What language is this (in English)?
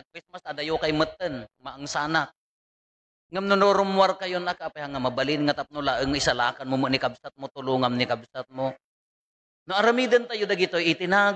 Iloko